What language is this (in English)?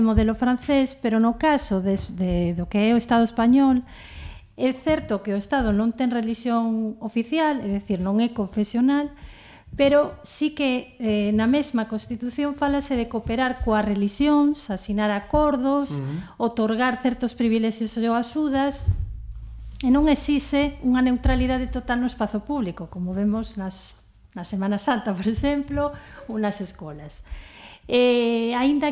Galician